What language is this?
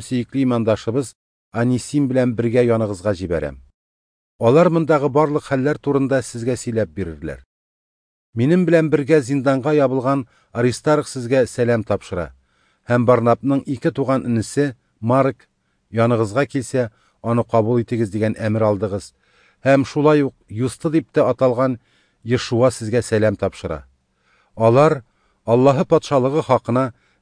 Tatar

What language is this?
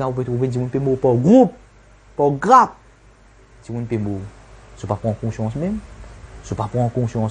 Morisyen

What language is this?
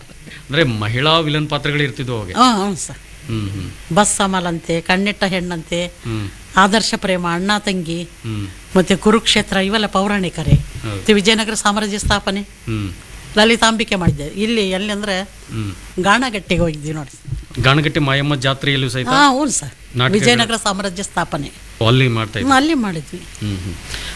Kannada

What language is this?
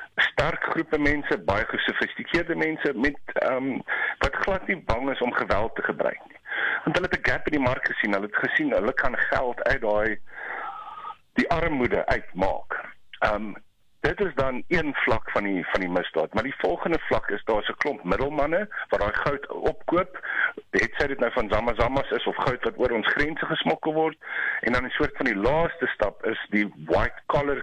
Afrikaans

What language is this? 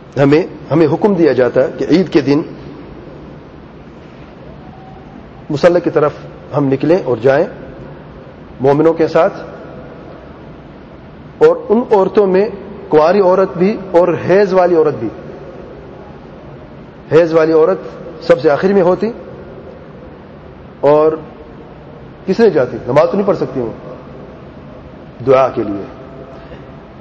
Urdu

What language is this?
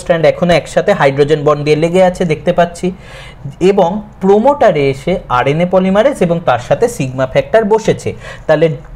Bangla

